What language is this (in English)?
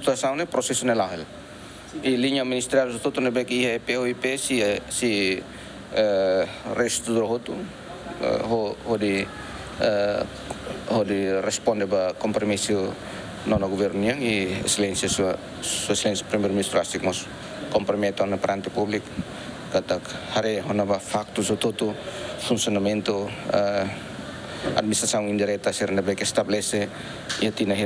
Tetum